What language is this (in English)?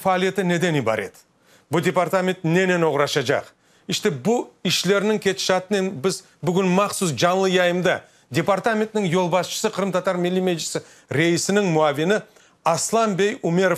Crimean Tatar